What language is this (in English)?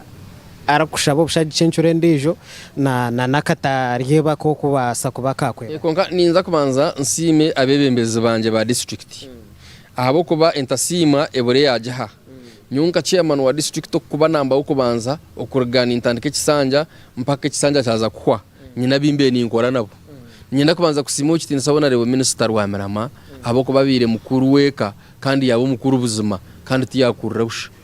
Nyankole